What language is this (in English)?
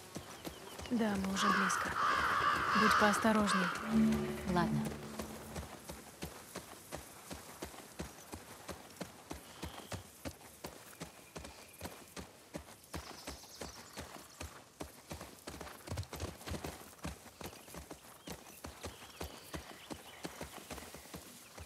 Russian